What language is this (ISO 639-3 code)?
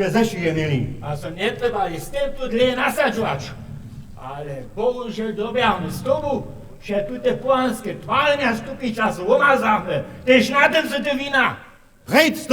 hsb